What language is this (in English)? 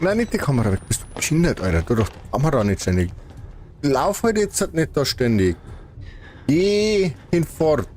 Bavarian